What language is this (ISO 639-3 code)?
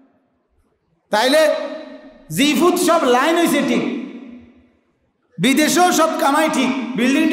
ben